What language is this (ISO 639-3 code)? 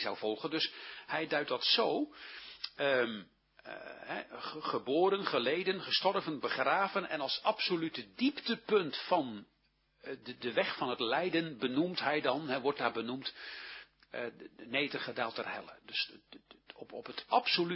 nld